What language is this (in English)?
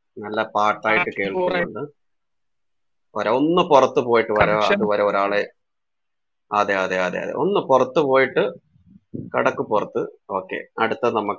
Malayalam